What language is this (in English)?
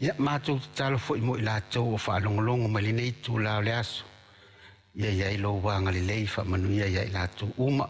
Samoan